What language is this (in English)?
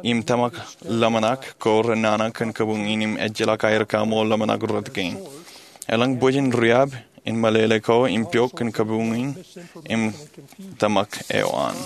Marshallese